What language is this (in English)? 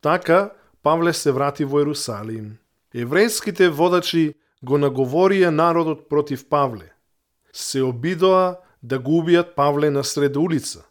Macedonian